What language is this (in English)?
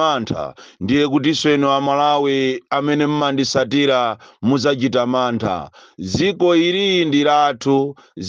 Nyanja